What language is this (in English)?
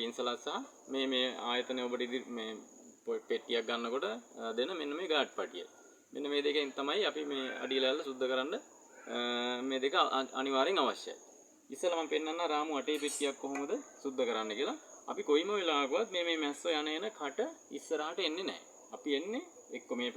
Sinhala